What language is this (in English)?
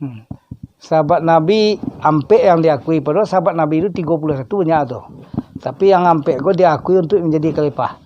Minangkabau